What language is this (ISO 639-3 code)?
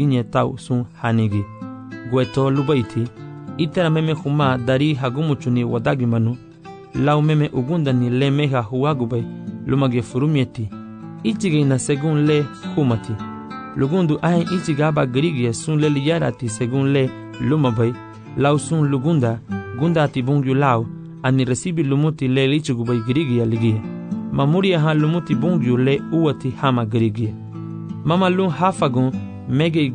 cab